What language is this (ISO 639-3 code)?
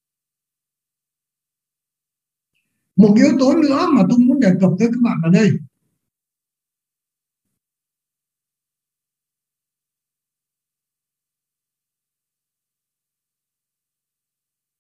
vie